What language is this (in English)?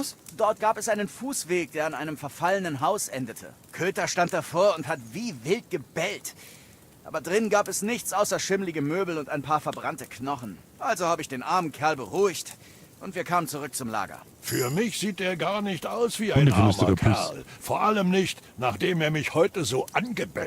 Bavarian